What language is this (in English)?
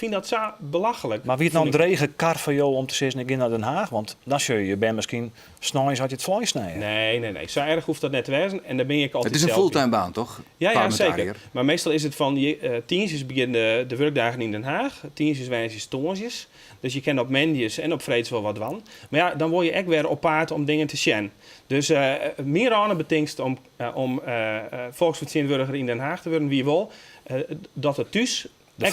Western Frisian